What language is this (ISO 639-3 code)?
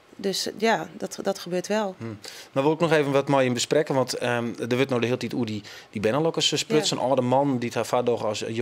fry